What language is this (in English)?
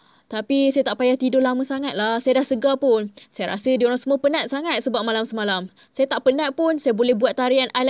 Malay